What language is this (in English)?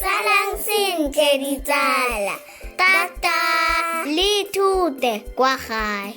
Tswana